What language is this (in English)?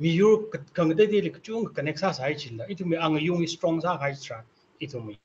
Tangkhul Naga (India)